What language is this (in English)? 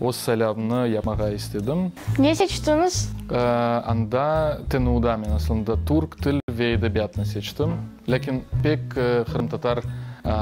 Crimean Tatar